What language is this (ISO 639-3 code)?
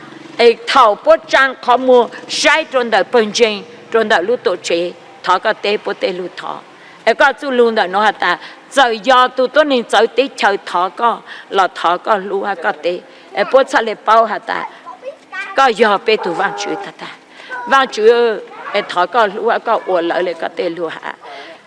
hmn